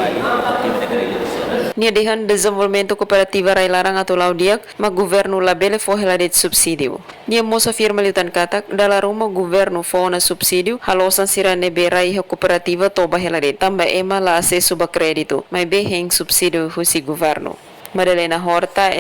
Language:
Tetum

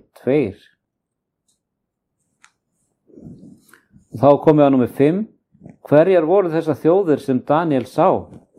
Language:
Icelandic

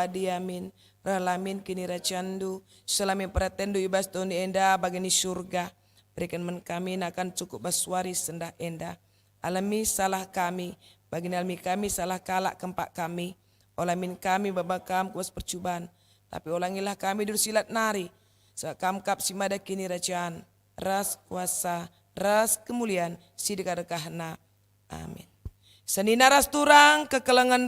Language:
Batak Karo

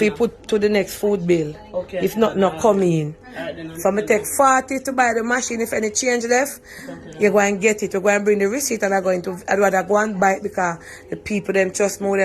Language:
Jamaican Creole English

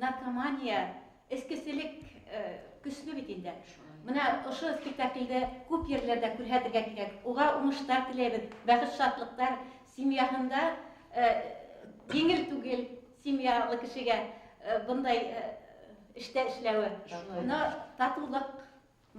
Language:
Bashkir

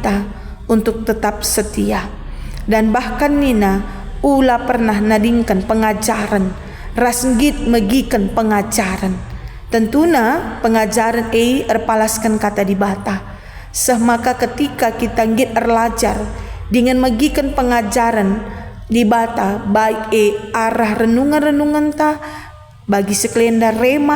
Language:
Batak Karo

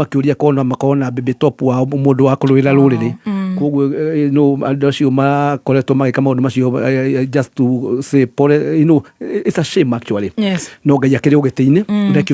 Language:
Kikuyu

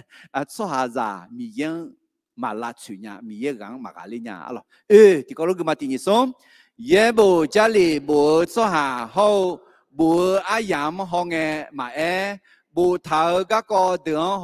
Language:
Akha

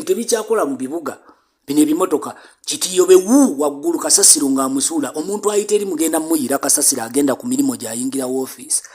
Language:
Ganda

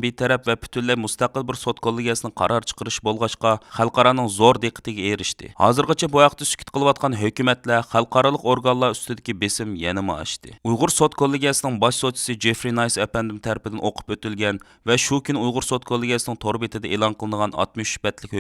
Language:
Uyghur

